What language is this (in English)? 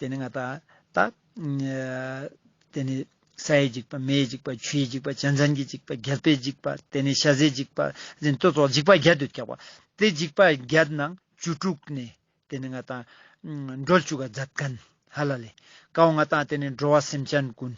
Ladakhi